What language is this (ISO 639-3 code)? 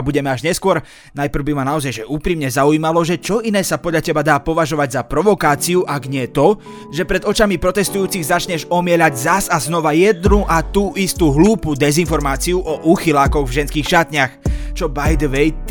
slk